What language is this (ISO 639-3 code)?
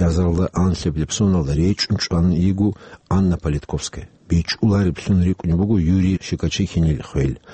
ava